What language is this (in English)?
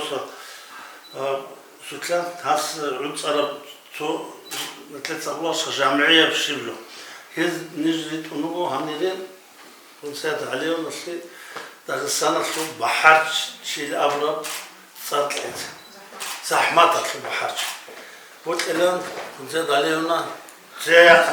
Avaric